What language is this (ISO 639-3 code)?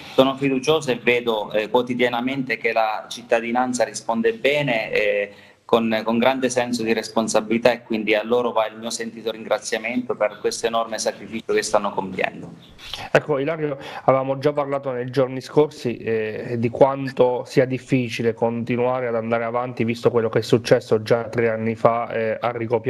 ita